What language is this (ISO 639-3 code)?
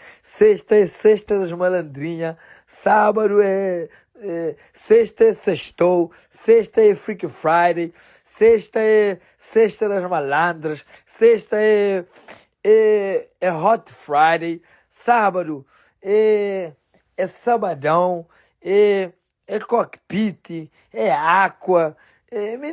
kea